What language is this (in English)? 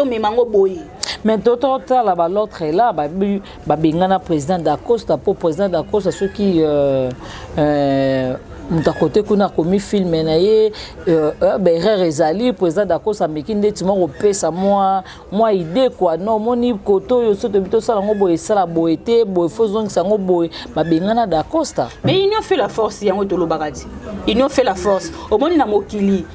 Lingala